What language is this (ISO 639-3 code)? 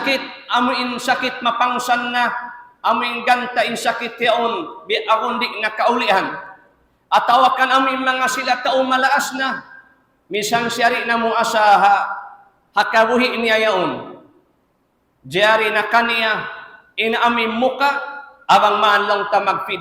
tsg